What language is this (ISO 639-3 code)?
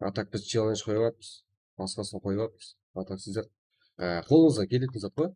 kaa